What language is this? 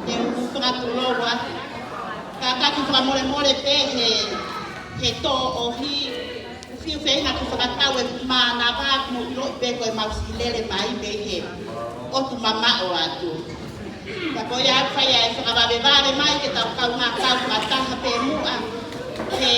Tongan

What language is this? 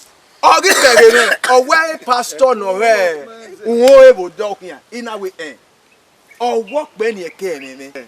Bini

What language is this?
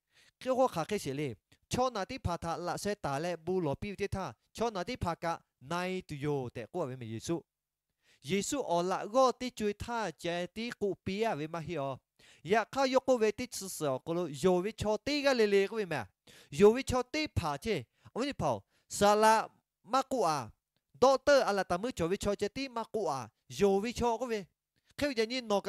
Lahu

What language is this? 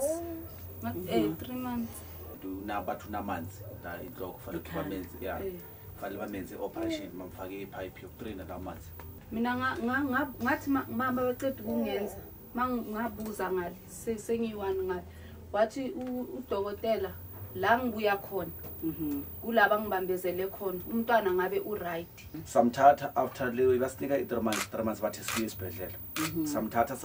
Zulu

